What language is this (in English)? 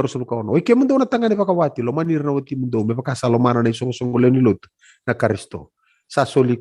Fijian